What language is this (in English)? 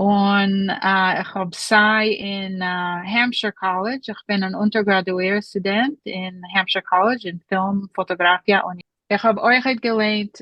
Yiddish